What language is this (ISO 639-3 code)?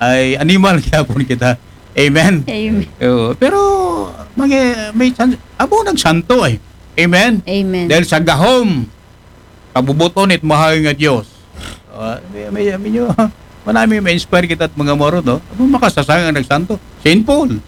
akl